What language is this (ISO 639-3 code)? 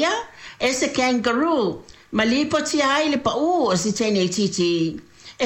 smo